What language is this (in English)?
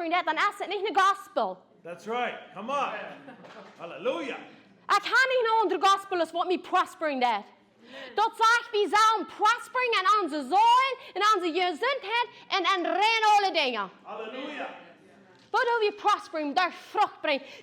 Plautdietsch